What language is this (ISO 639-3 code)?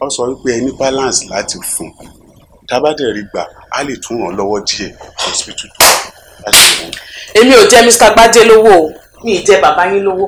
yor